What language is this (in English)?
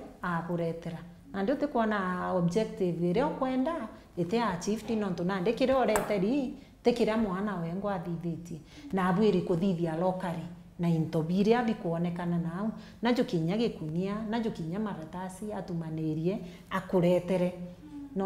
Meru